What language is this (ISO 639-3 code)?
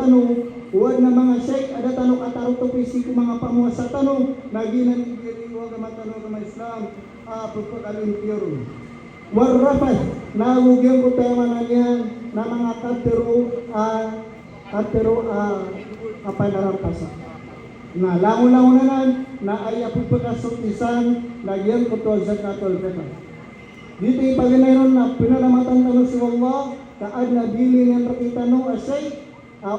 mrw